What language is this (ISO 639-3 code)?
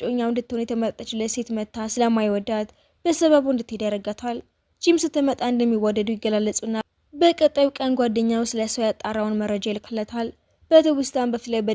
amh